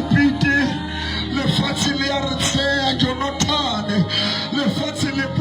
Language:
Southern Sotho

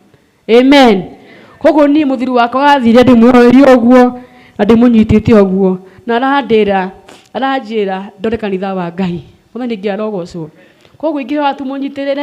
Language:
Kikuyu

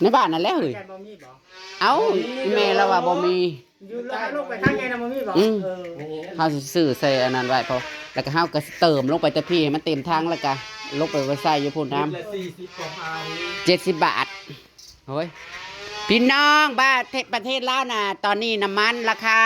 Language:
Northeastern Thai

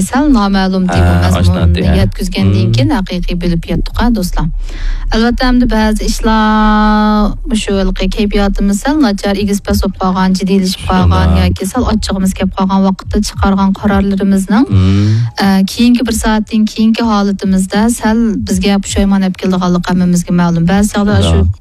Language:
Uyghur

